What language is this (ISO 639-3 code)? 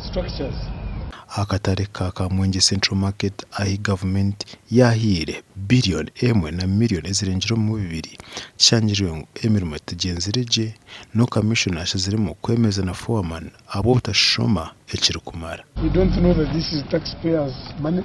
nyn